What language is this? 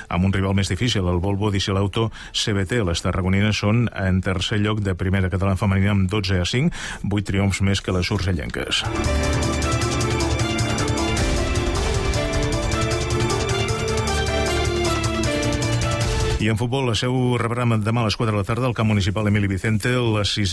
Catalan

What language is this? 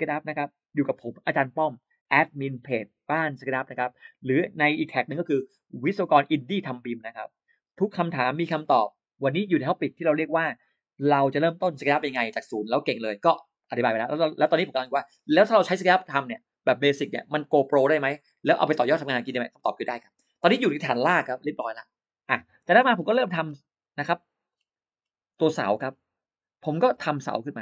Thai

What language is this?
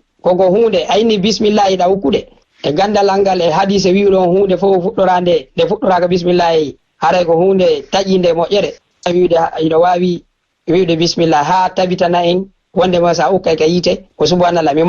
Fula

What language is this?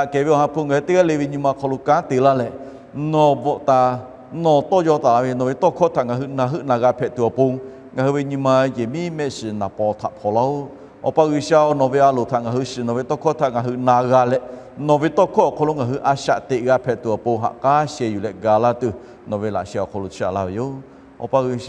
Lahu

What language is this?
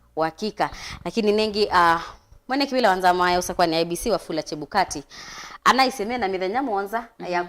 Kamba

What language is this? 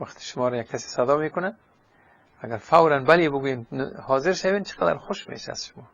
Persian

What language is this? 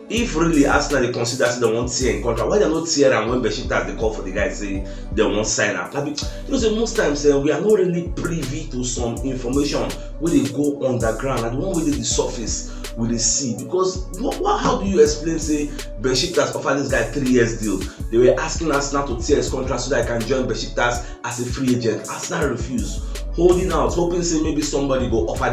Nigerian Pidgin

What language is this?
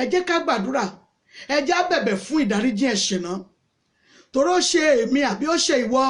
Yoruba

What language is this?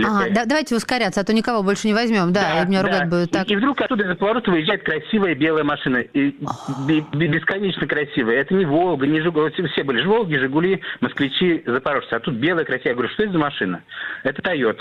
Russian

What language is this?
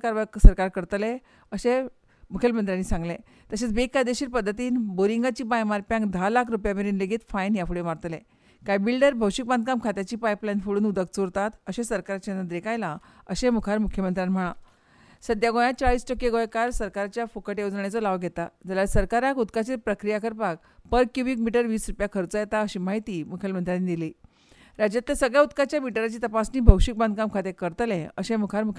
Konkani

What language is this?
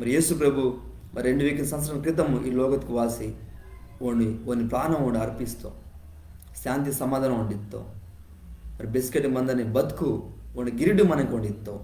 Koya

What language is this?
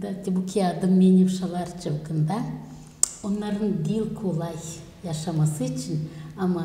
Gagauz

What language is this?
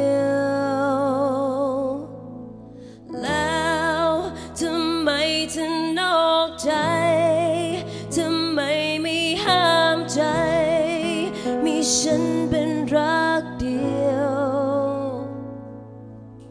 Thai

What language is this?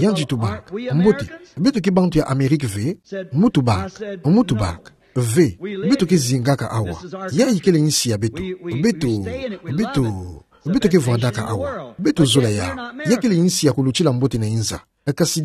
Kituba (Democratic Republic of Congo)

